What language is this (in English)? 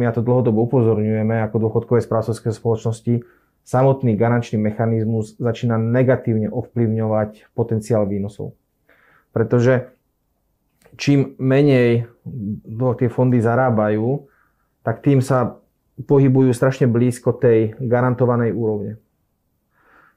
Slovak